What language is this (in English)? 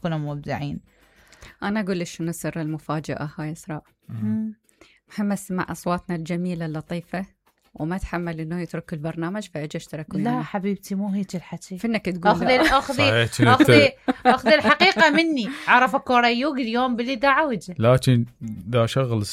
Mesopotamian Arabic